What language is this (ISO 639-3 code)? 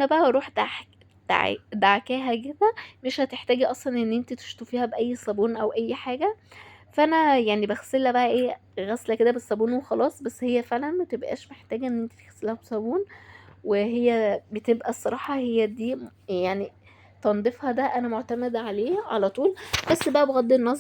arz